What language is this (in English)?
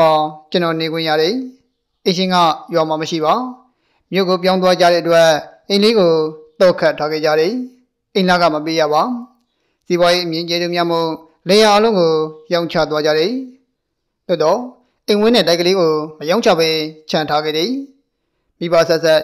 Burmese